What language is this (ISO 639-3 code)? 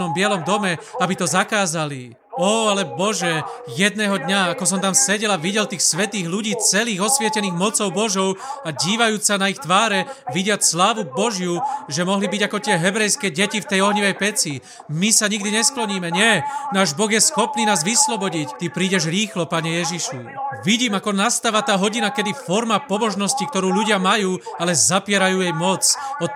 slk